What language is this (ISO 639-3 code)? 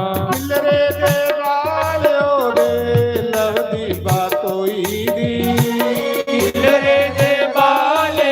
doi